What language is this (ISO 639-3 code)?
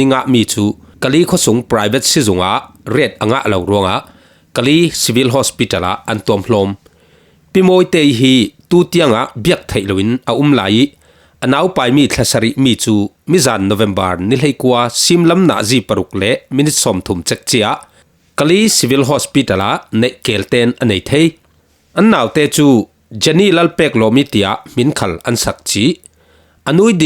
cfm